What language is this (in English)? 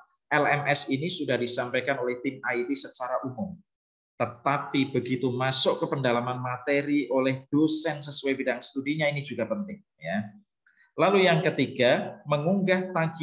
Indonesian